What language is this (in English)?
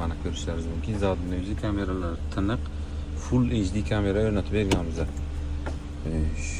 Uzbek